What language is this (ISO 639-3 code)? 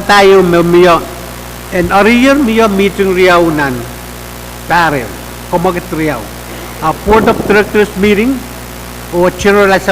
pon